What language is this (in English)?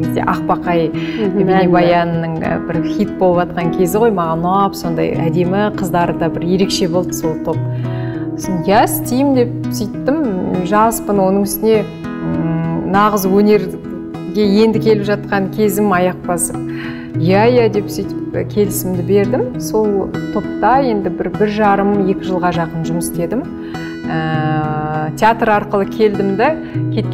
Kazakh